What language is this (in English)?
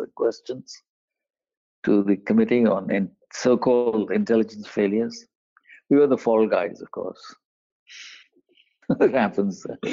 English